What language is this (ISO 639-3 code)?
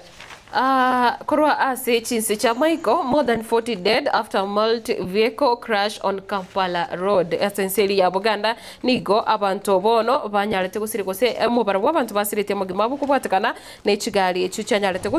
guz